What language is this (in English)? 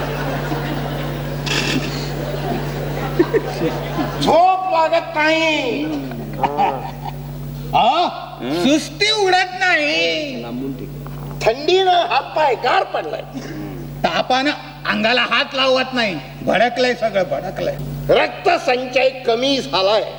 Marathi